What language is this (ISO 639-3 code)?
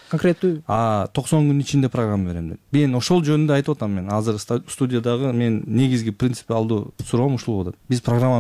kir